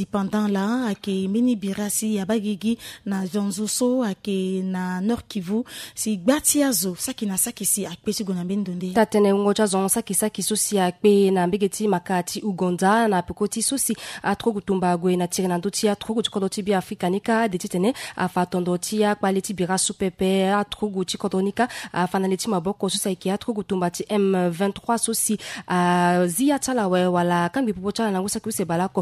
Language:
Sango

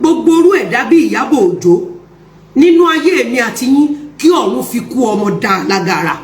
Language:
Yoruba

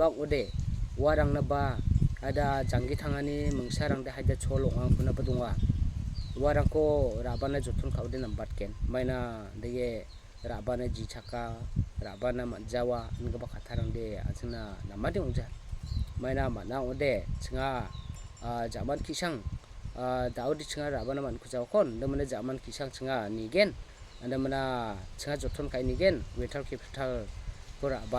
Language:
Garo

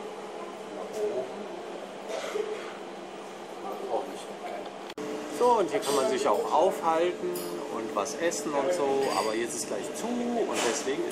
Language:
German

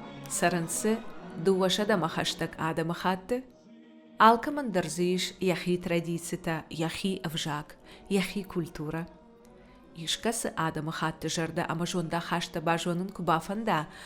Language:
Ossetic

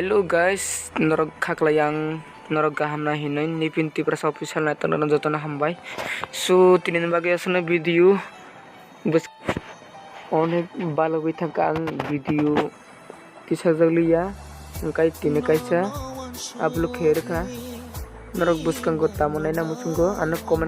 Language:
Kok Borok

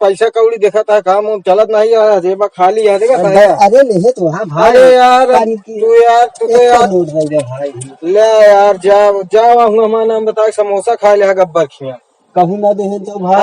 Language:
Awadhi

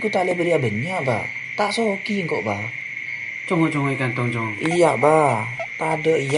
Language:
Madurese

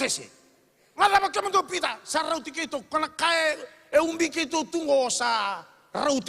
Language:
Fijian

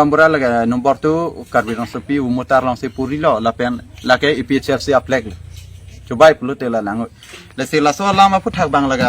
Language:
Karbi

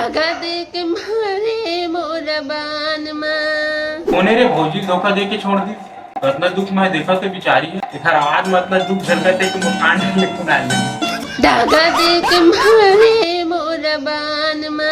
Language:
Chhattisgarhi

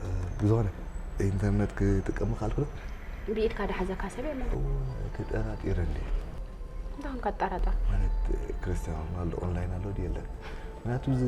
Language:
Tigrinya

